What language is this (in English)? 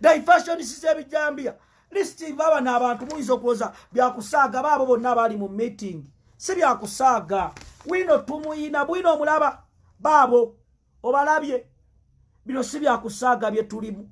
Ganda